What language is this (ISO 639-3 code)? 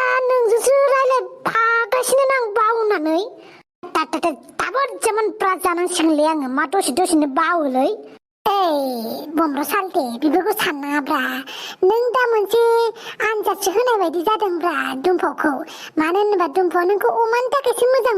brx